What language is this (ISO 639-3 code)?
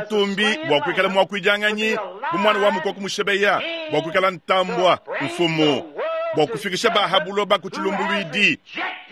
lua